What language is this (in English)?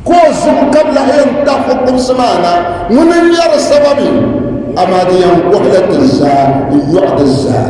Dagbani